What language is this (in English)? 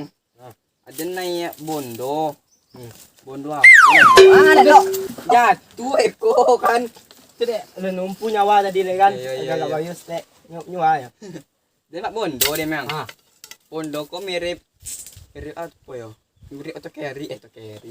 Minangkabau